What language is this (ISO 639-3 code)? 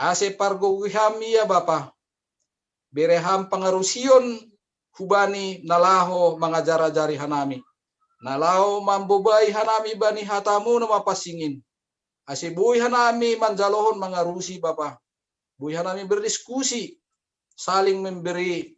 bts